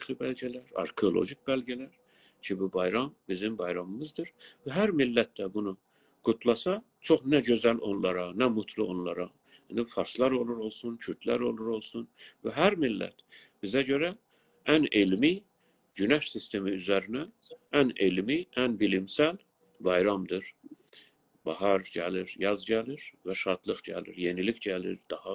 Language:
South Azerbaijani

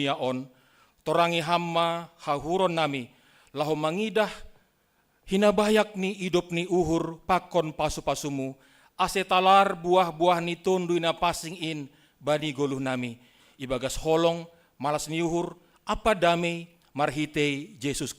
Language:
Batak Simalungun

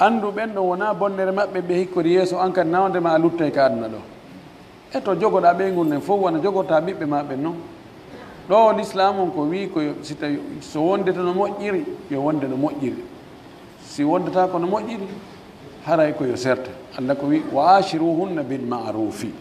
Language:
Pular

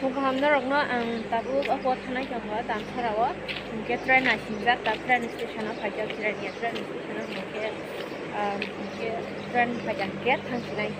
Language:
Kok Borok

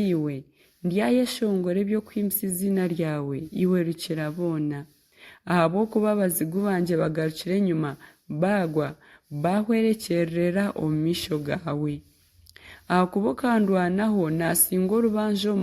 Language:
Nyankole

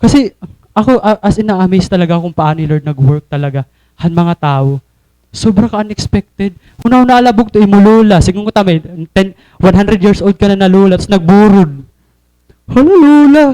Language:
Waray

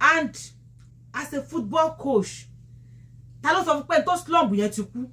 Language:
Yoruba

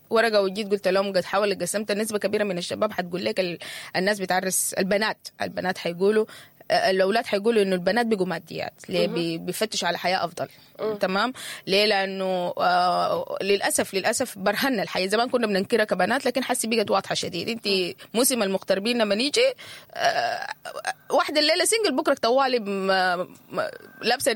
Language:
Sudanese Arabic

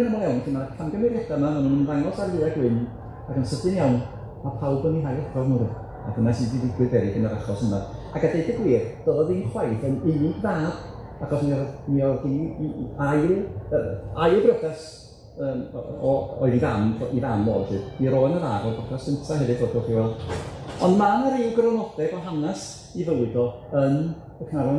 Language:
Welsh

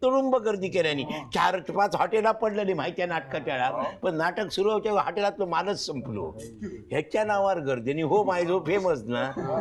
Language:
Marathi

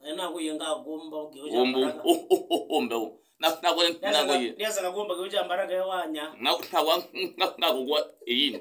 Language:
Kamba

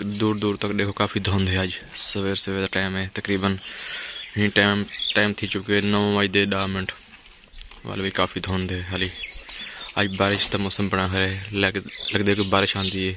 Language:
Saraiki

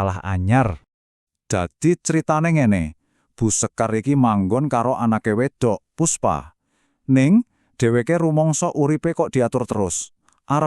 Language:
Javanese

